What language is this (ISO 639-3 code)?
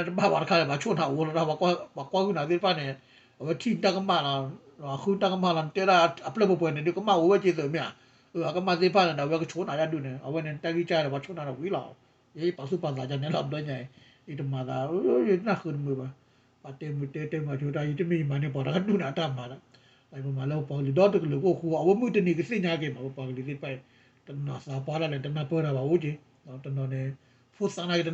ksw